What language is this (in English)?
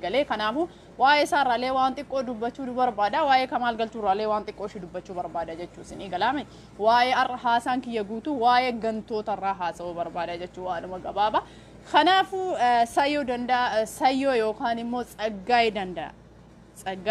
Oromo